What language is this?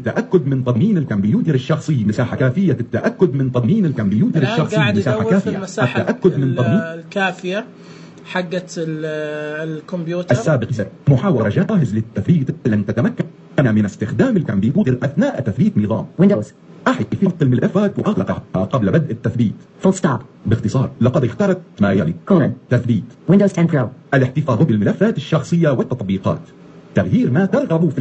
Najdi Arabic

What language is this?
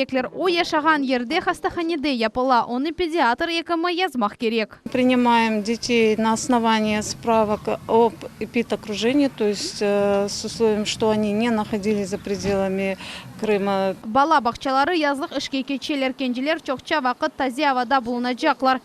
Crimean Tatar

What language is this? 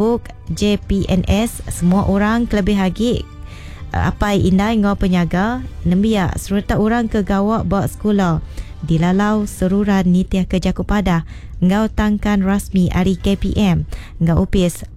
Iban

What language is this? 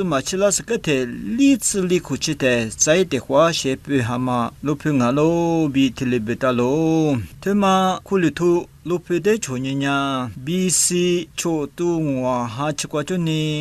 Lisu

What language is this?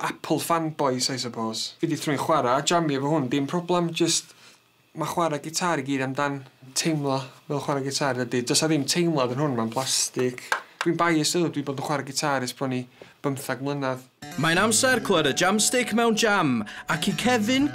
Welsh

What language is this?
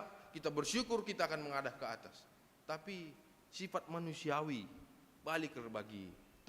Batak Karo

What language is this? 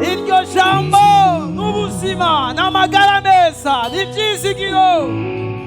Rundi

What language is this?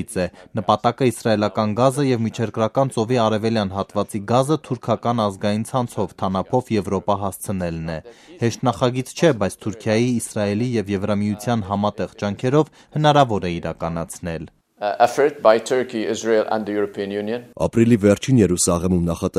Armenian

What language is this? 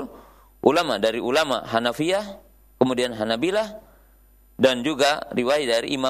Indonesian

